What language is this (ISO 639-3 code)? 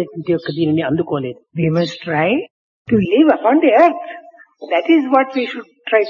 tel